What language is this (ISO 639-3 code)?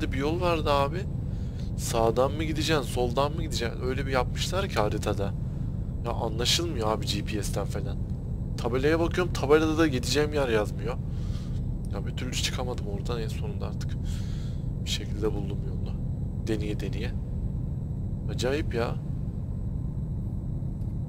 tur